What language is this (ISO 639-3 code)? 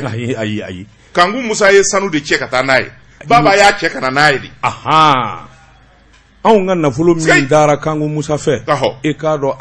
bam